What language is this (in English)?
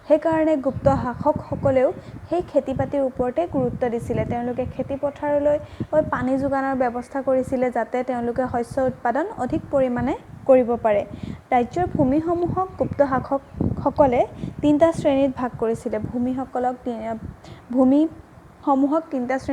Assamese